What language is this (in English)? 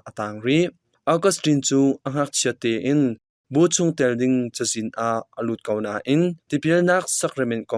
Hakha Chin